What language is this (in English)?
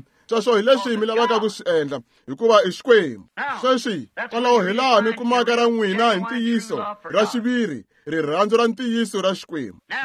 Tsonga